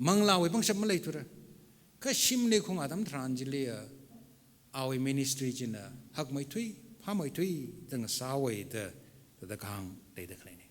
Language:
Tangkhul Naga (India)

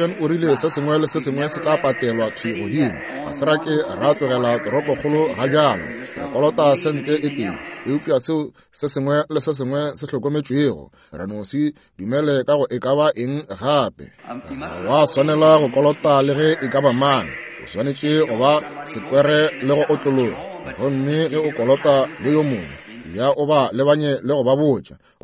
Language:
Northern Sotho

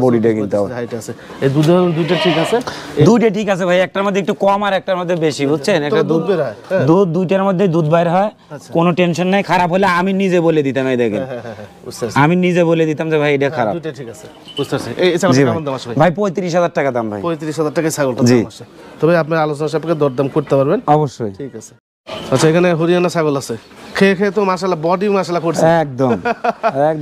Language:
Bangla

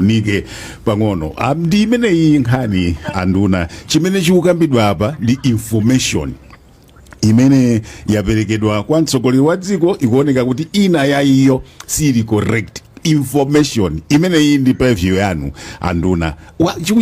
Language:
Nyanja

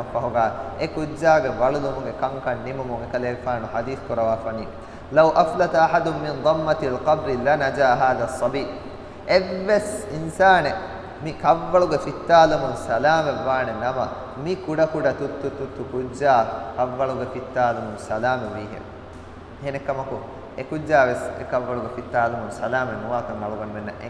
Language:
Divehi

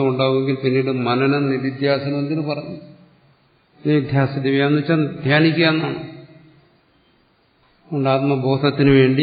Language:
Malayalam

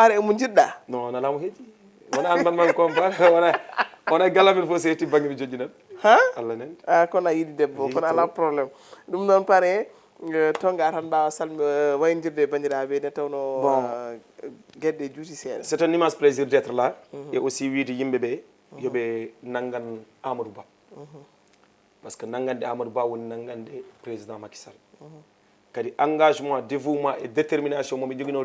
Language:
Fula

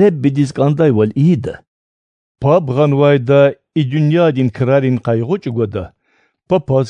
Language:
Lezghian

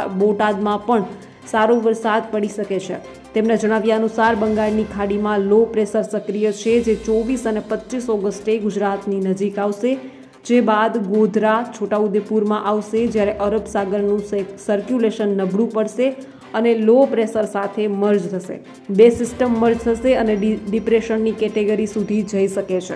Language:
Gujarati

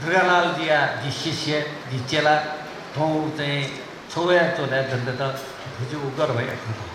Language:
Newari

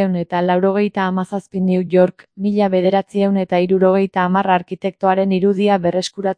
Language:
Basque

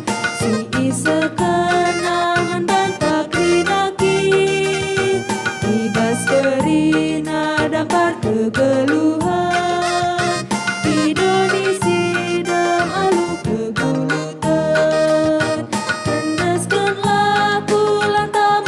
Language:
Batak Karo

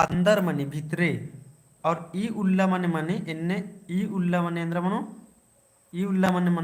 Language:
Kurukh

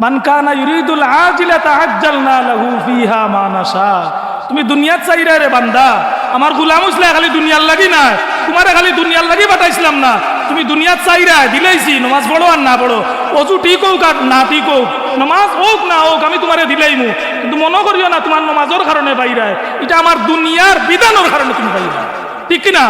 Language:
Sylheti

